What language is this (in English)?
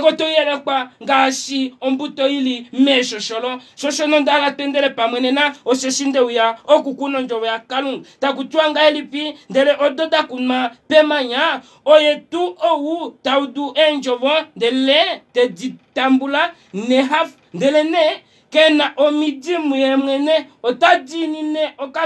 Kuanyama